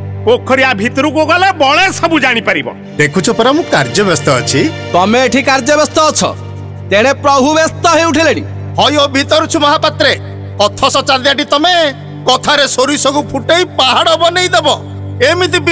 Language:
Odia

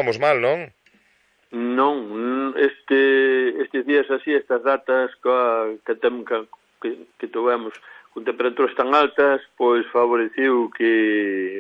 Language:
Galician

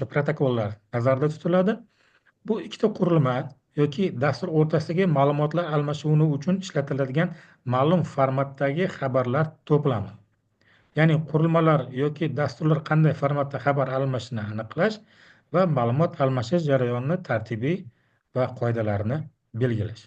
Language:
Uzbek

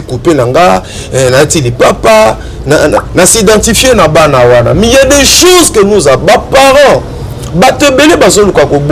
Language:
Lingala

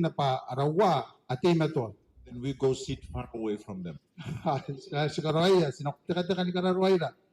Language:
Gilbertese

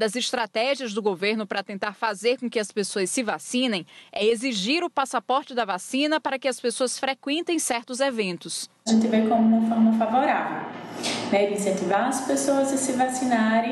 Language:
Portuguese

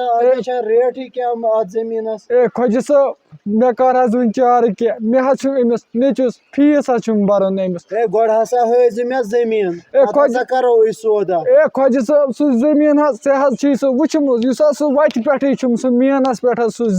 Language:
Kashmiri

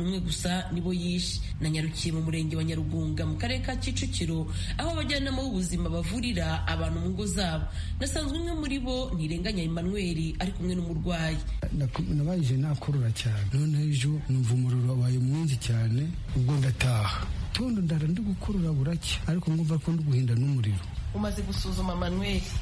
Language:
Kinyarwanda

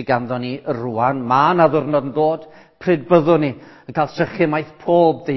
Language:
Welsh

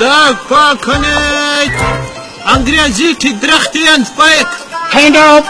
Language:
Brahui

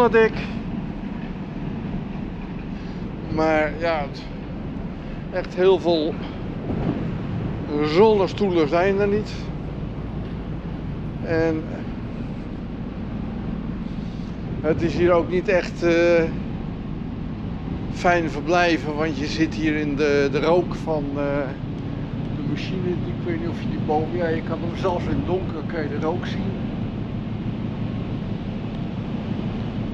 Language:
Dutch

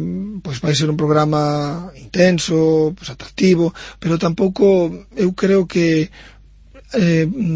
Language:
Galician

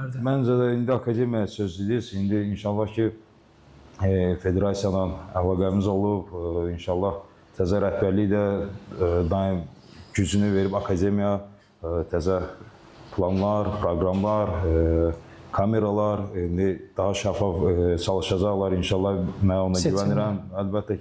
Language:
Azerbaijani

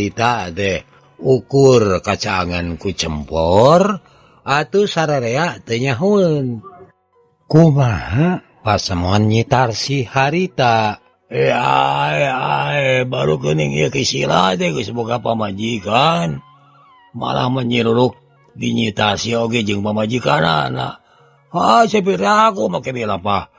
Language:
Sundanese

